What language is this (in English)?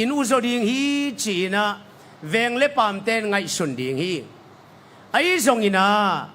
Tedim Chin